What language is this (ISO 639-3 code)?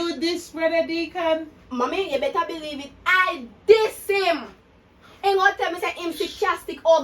jam